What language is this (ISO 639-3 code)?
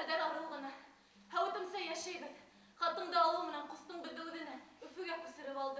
bak